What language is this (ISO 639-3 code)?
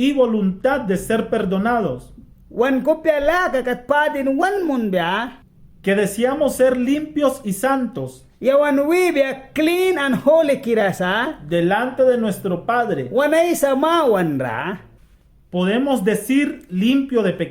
miq